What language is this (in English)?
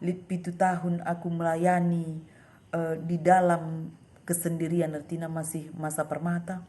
Batak Karo